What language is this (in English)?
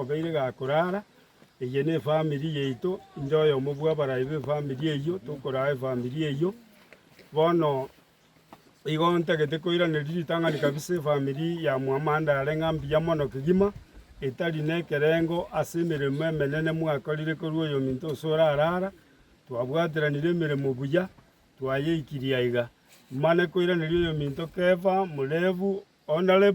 Gusii